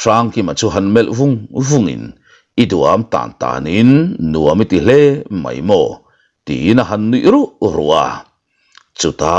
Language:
Mizo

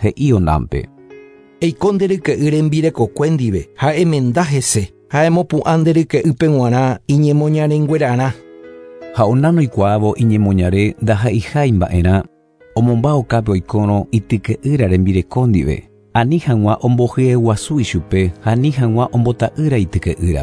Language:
Guarani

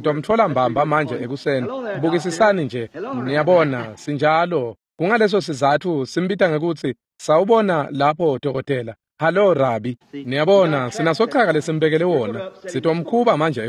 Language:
Swati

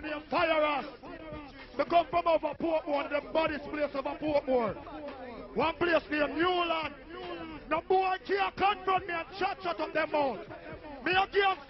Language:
Jamaican Creole English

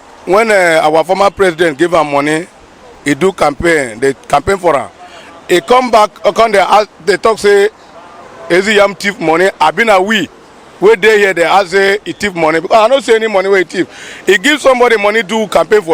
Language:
Nigerian Pidgin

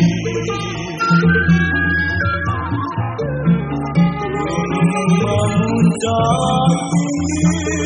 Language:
Indonesian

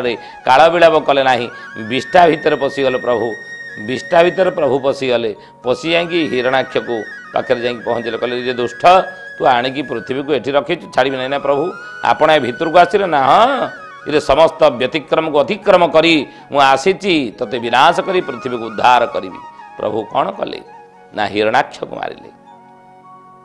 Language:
Odia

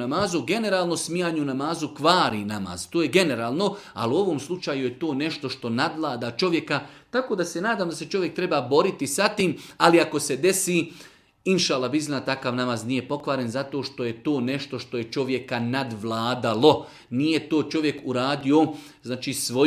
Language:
Serbian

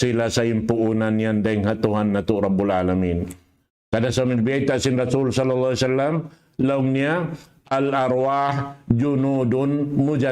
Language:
Tausug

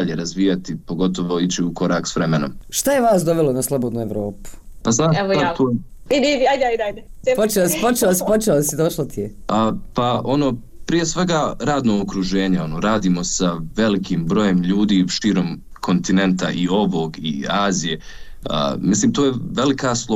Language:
Bosnian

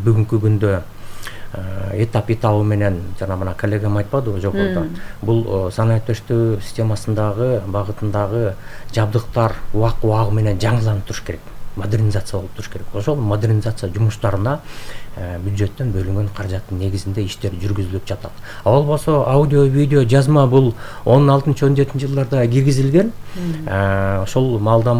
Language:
Kyrgyz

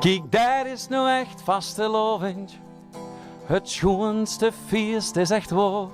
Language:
Limburgish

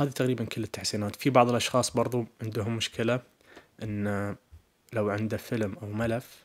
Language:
Najdi Arabic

